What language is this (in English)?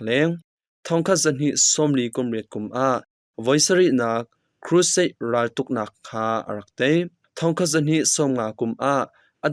Hakha Chin